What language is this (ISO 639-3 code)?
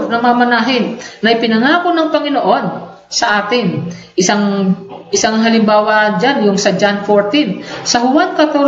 fil